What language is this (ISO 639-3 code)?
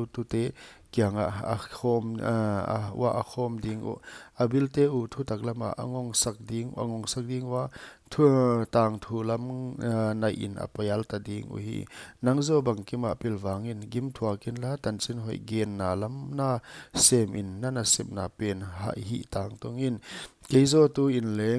pck